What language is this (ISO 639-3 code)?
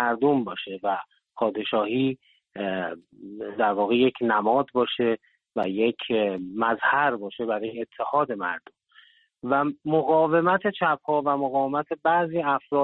fas